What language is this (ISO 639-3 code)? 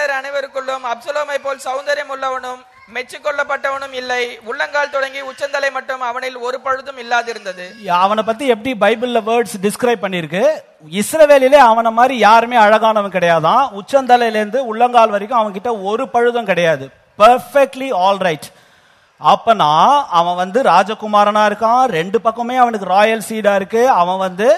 tam